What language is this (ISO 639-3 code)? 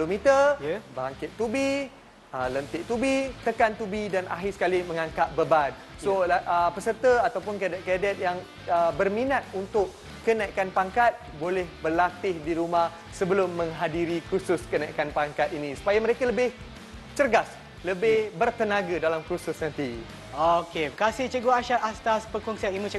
msa